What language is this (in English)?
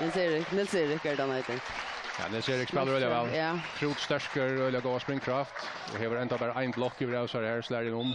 Faroese